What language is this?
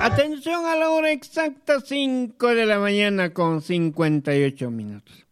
Aymara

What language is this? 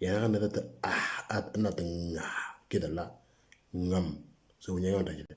Moro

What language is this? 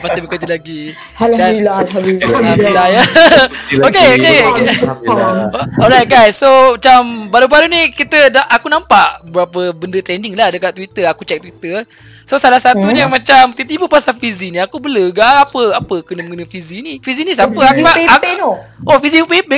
Malay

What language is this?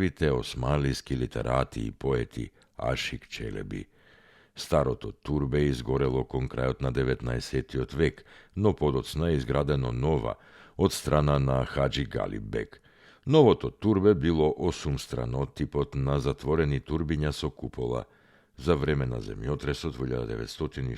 Macedonian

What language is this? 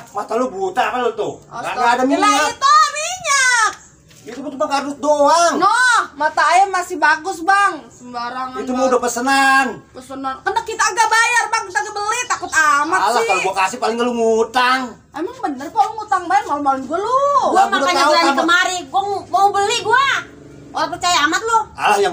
Betawi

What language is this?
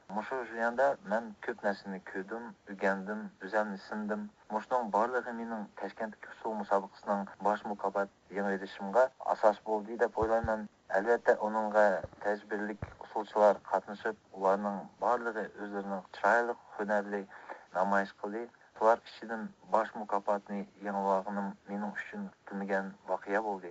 Uyghur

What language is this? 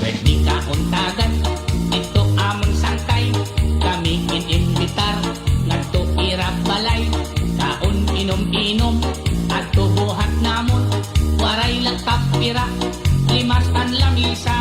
Waray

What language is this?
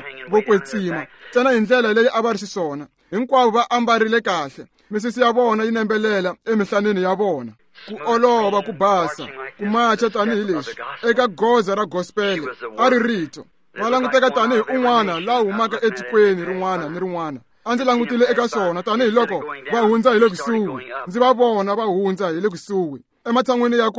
Tsonga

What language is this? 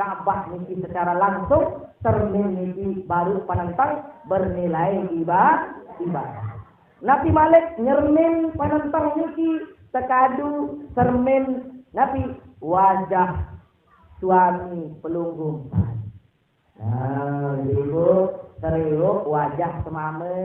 Sasak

